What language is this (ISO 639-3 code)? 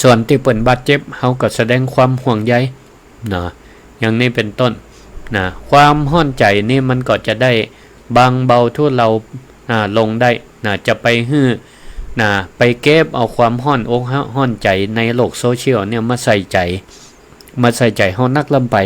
nod